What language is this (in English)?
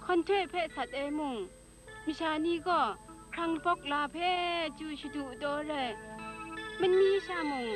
Kachin